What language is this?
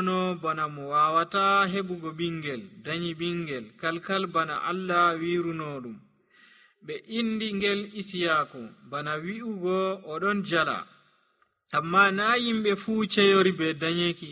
Nigerian Fulfulde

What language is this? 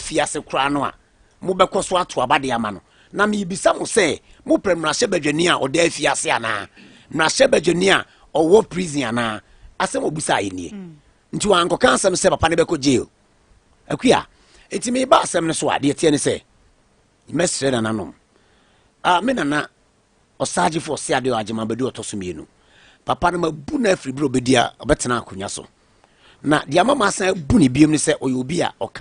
Akan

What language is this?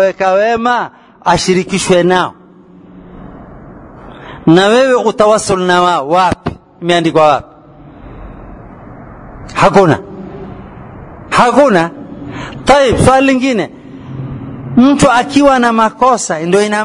Swahili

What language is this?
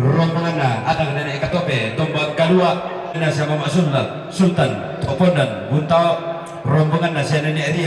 Toraja-Sa'dan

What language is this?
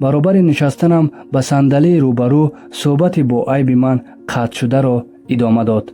Tajik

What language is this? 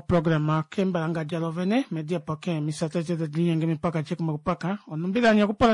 Kuanyama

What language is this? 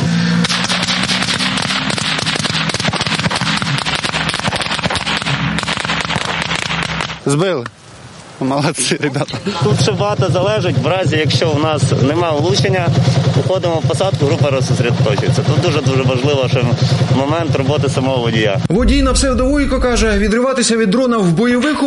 Ukrainian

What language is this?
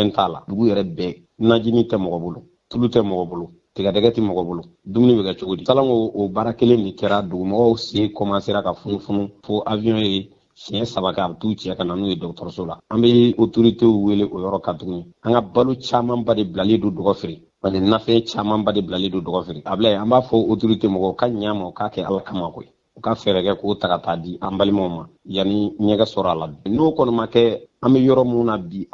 Bambara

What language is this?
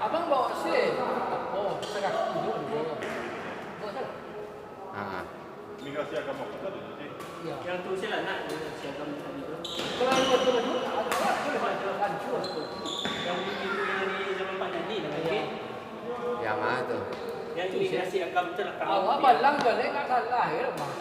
Minangkabau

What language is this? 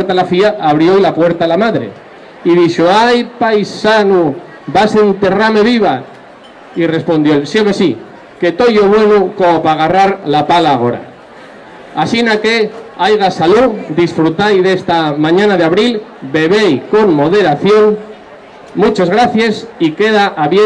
Asturian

